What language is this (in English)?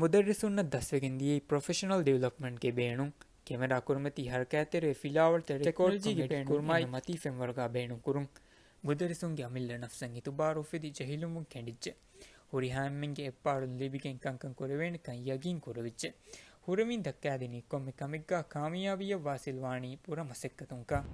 Divehi